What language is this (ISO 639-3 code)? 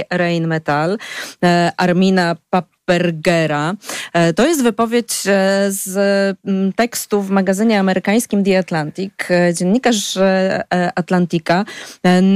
pol